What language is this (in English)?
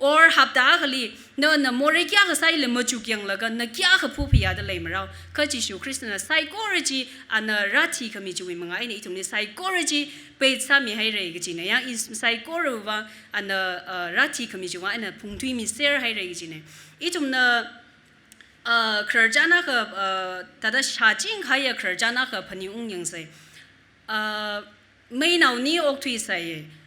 Tangkhul Naga (India)